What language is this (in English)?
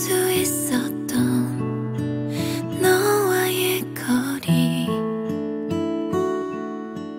Korean